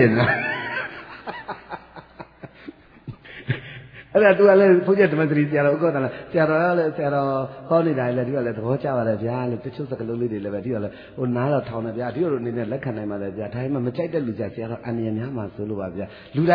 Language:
Burmese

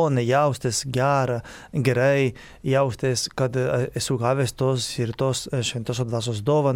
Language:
Lithuanian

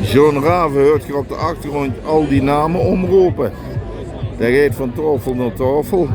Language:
Limburgish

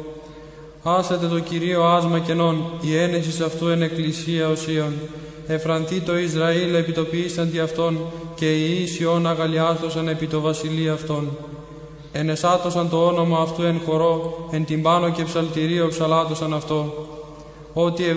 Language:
Greek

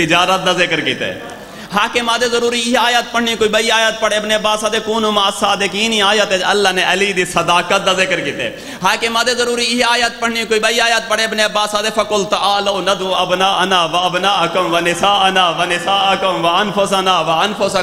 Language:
Saraiki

